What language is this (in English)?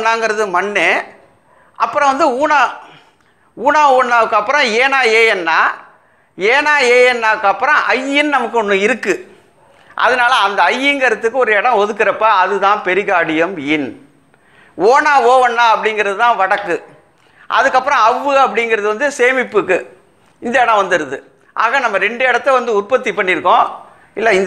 Tamil